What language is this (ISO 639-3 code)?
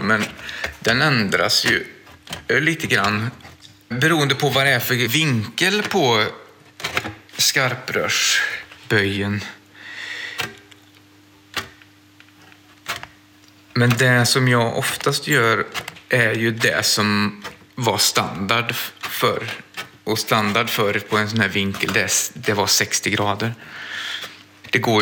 swe